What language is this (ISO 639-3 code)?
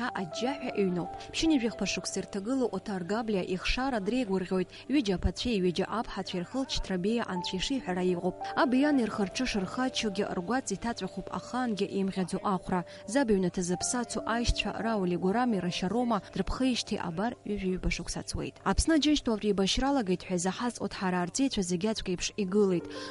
abk